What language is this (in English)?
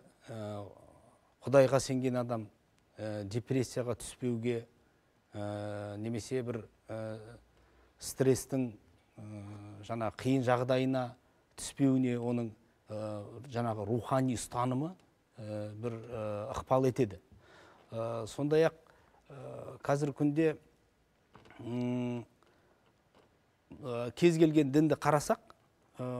Kazakh